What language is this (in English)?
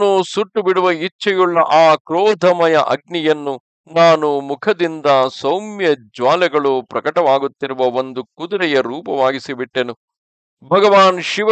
Kannada